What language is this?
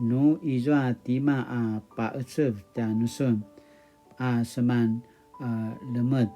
Paiwan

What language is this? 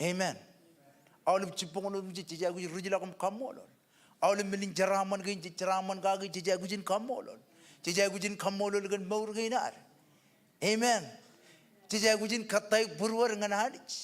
Marshallese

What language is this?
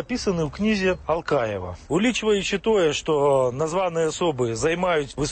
Belarusian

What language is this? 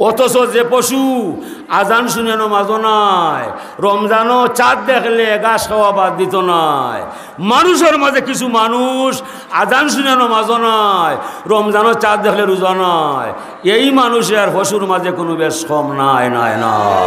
Sylheti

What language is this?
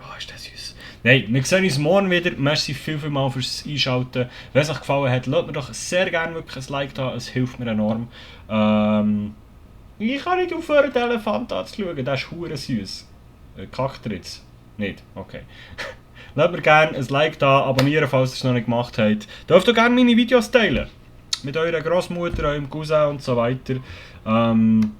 Swiss German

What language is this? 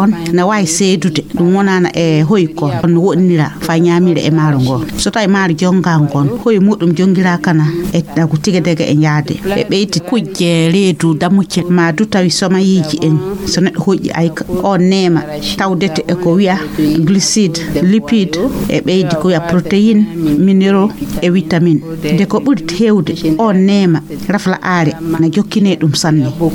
Fula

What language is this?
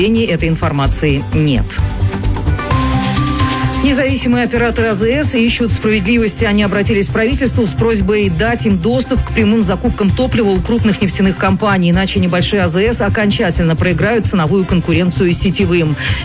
Russian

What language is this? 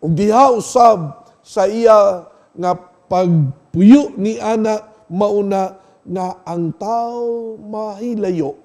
Cebuano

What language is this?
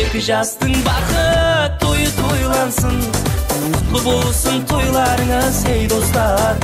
Kara-Kalpak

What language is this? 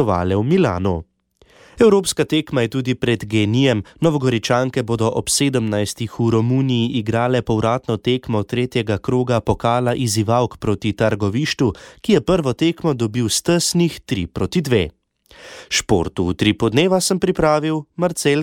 Slovenian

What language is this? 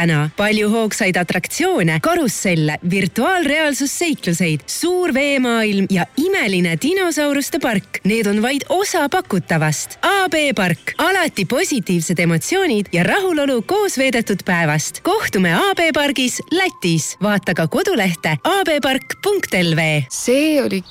Estonian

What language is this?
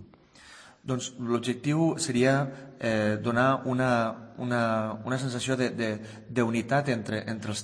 Catalan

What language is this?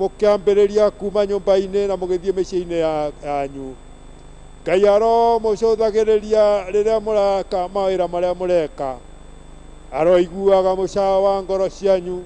Kikuyu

